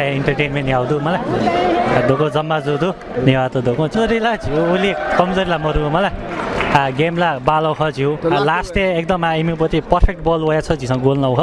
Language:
Newari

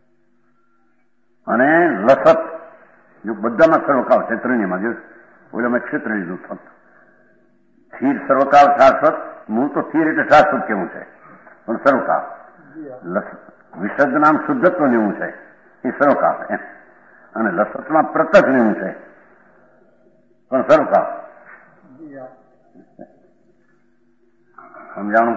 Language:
Gujarati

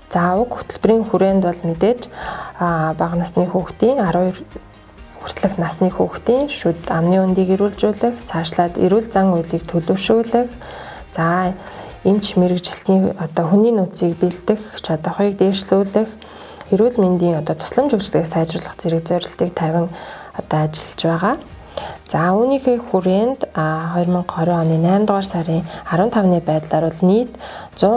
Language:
Mongolian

